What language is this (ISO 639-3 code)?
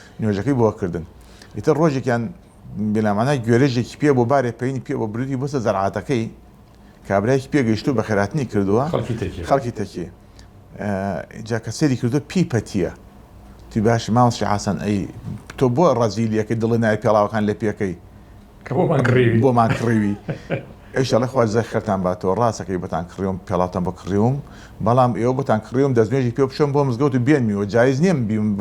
ckb